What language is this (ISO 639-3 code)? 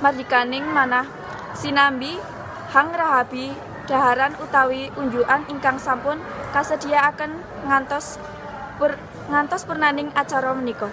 jav